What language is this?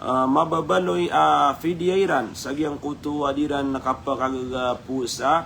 Maranao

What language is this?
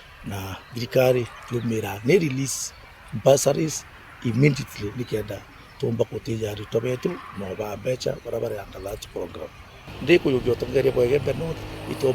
Meru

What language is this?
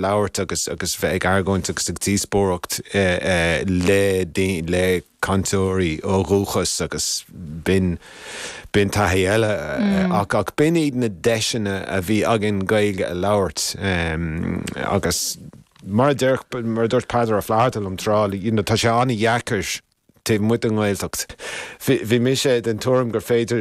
Irish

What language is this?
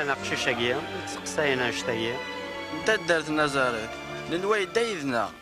Kabyle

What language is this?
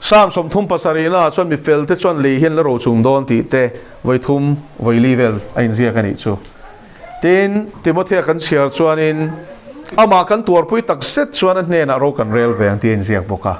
Mizo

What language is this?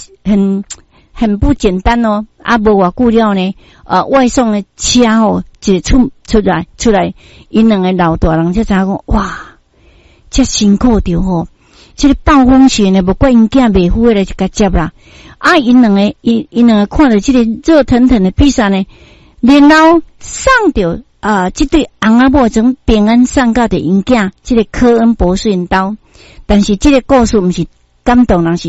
Min Nan Chinese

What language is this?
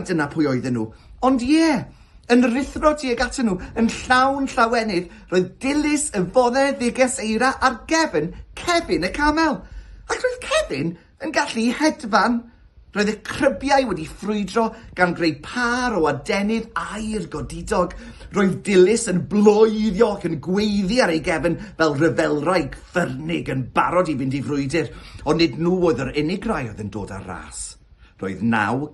Welsh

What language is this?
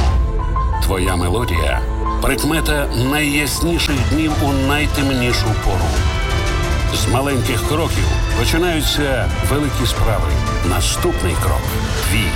Ukrainian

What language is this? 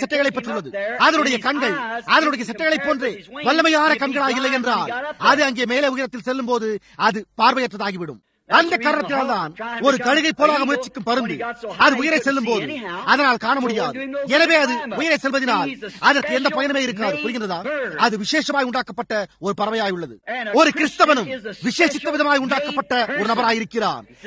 Tamil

